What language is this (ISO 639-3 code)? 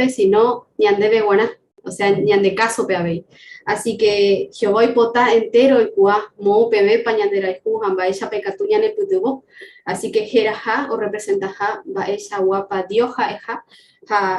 grn